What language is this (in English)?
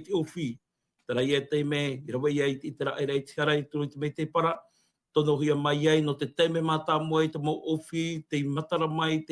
Tahitian